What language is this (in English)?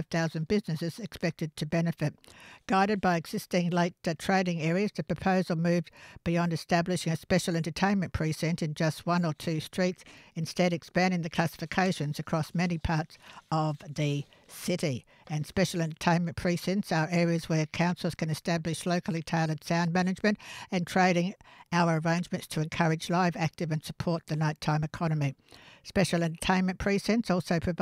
English